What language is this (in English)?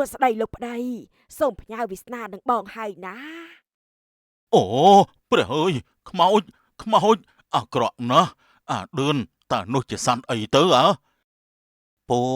Khmer